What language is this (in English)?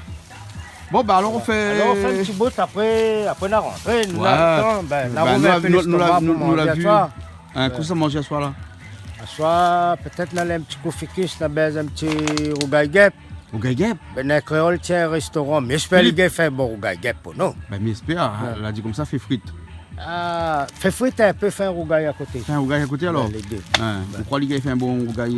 Réunion Creole French